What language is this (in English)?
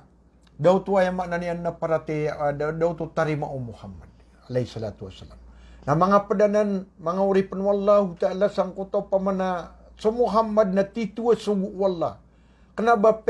Maranao